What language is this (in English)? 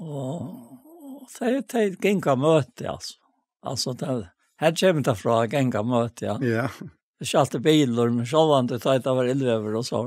Faroese